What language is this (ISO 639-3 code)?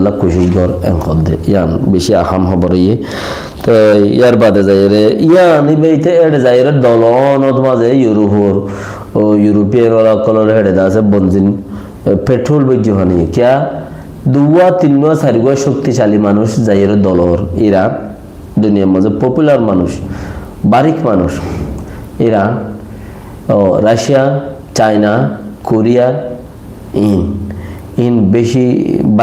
rhg